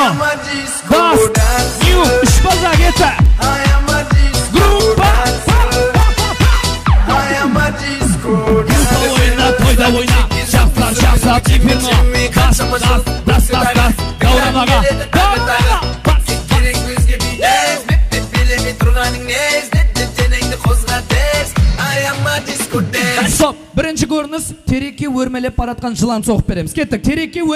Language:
Kara-Kalpak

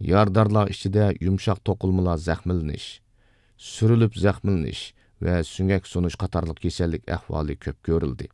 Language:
Uyghur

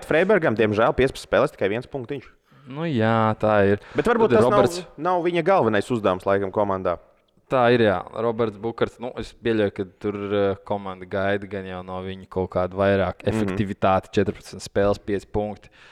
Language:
Latvian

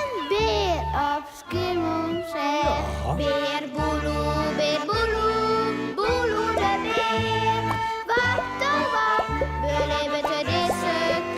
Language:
Western Frisian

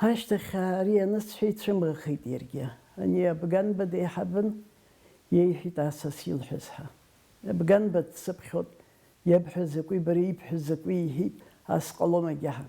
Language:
Abkhazian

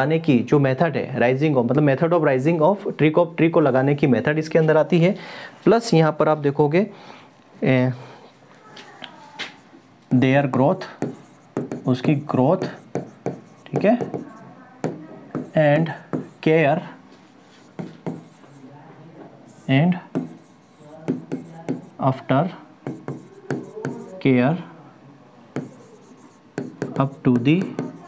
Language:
Hindi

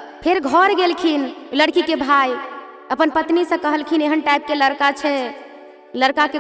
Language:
Maithili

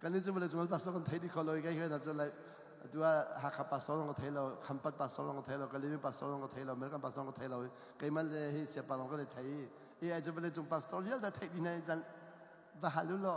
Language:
Hakha Chin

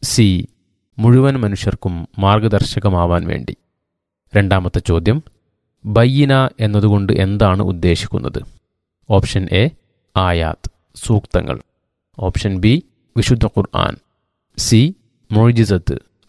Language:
Malayalam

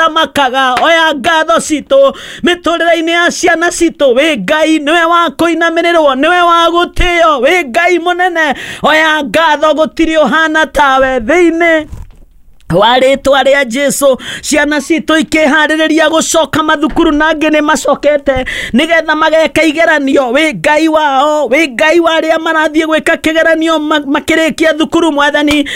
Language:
Kikuyu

